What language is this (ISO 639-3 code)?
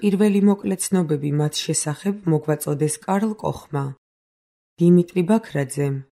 kat